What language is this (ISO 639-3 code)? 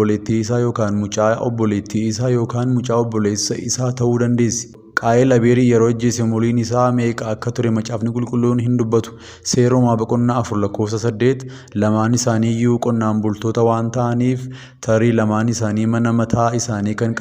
orm